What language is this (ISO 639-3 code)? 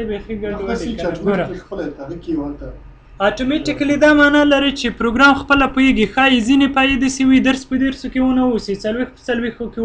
pus